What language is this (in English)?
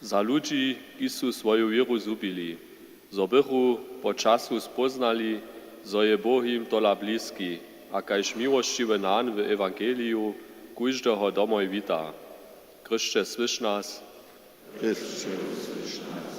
Upper Sorbian